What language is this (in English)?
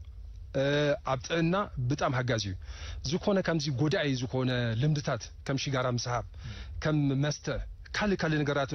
Tigrinya